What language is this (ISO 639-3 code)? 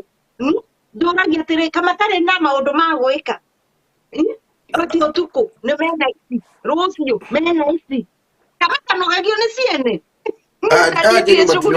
kik